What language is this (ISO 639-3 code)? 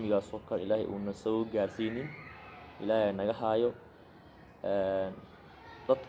som